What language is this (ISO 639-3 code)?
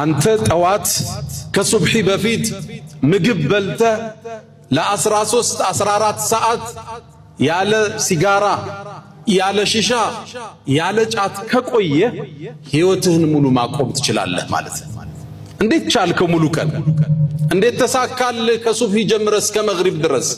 amh